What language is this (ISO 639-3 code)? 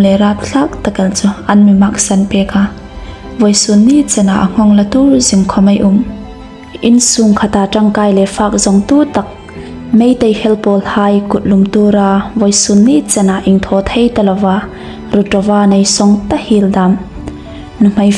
hmr